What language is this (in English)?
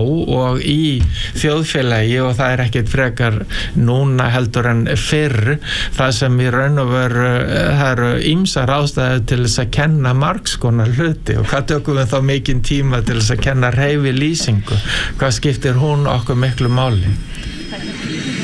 Icelandic